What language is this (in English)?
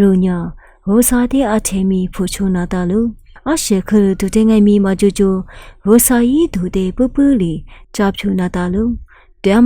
Lisu